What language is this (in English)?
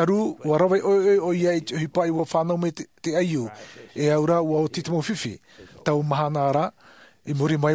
Tahitian